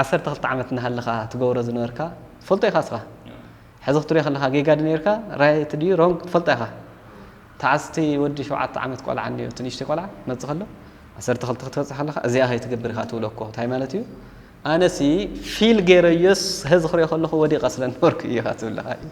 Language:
Tigrinya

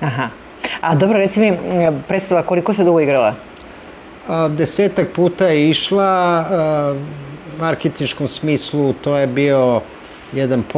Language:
Serbian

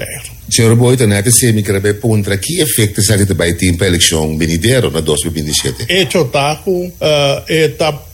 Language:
Papiamento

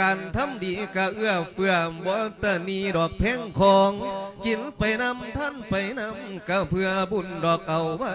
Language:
Lao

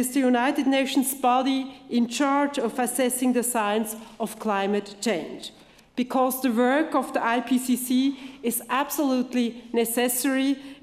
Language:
English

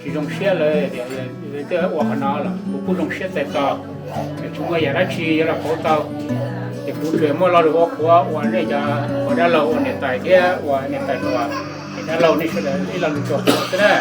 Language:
Hmong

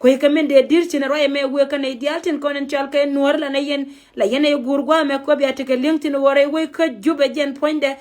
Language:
Nuer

